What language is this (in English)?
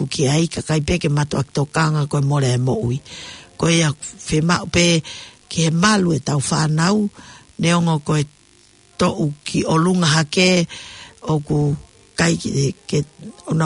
Tongan